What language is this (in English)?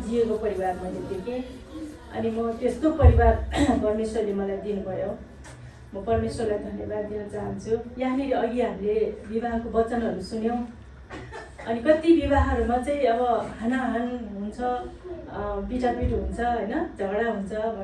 Nepali